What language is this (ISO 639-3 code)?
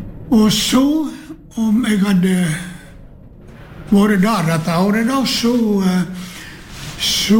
nor